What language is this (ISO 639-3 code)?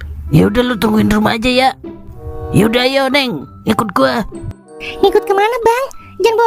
bew